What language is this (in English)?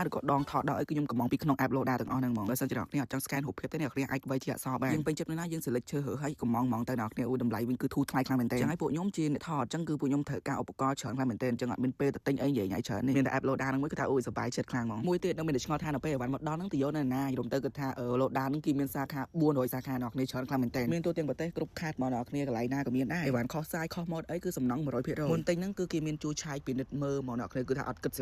Khmer